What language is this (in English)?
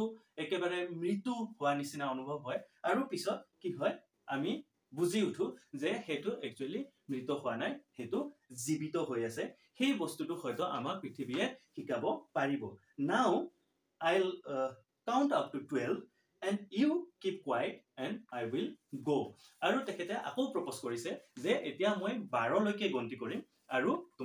Assamese